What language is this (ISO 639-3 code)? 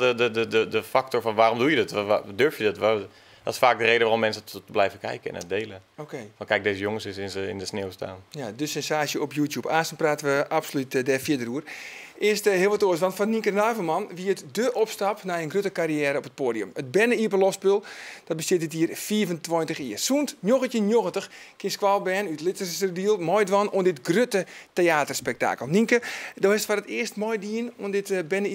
fry